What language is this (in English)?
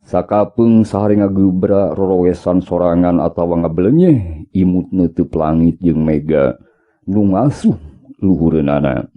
Sundanese